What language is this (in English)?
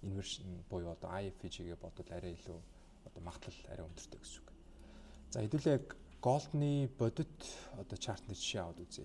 Mongolian